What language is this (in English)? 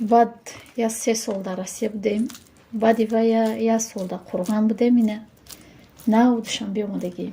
Tajik